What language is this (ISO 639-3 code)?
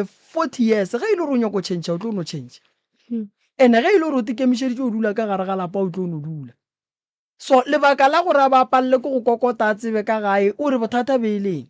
nso